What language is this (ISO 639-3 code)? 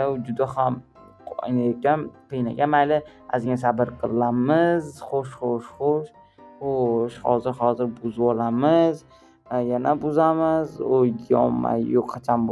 uzb